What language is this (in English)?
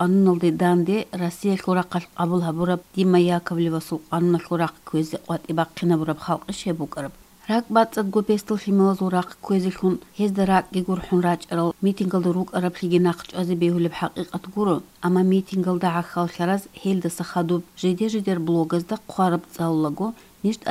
Avaric